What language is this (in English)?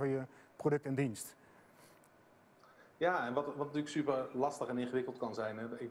Dutch